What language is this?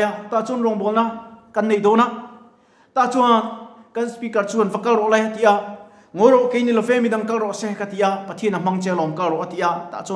Mizo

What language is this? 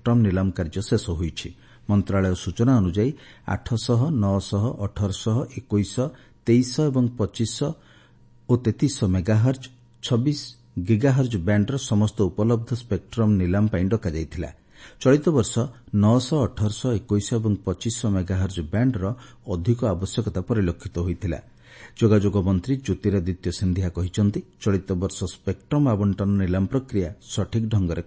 Odia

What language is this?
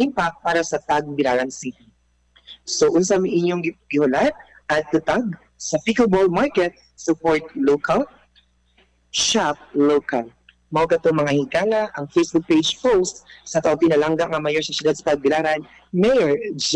Cebuano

